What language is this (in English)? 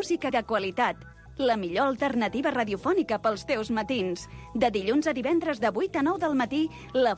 Catalan